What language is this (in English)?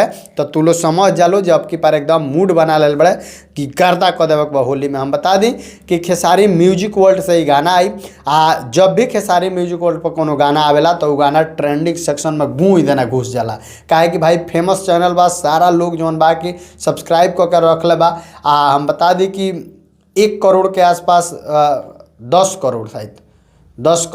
Bhojpuri